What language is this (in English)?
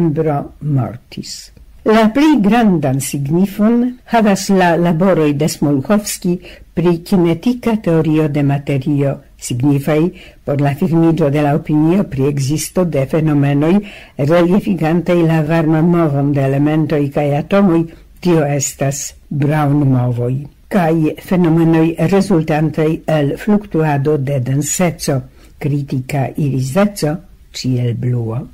Esperanto